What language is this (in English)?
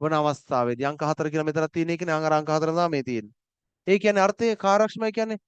Sinhala